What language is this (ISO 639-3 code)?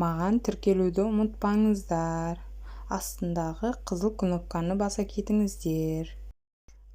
kaz